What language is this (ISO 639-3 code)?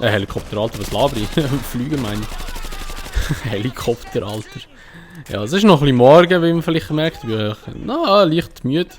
gsw